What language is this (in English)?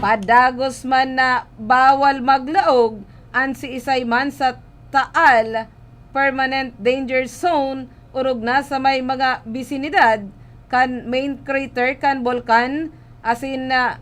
Bikol